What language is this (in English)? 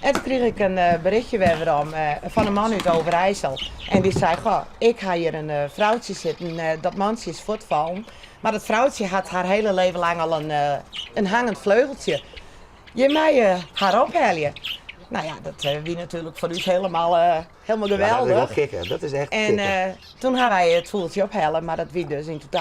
Western Frisian